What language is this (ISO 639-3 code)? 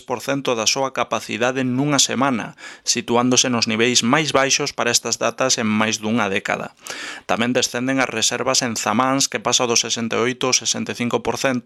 glg